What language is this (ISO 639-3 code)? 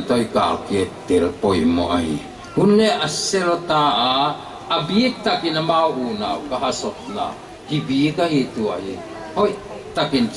pck